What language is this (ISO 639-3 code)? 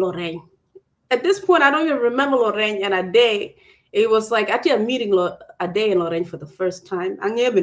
ach